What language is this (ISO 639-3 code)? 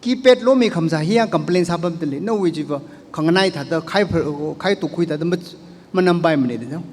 nmf